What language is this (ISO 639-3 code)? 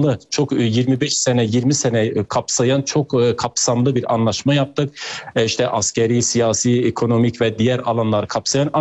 tur